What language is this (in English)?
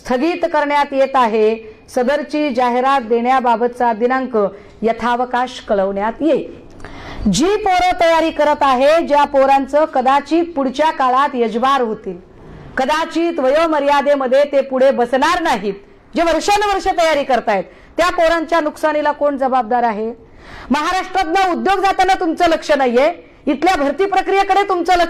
Marathi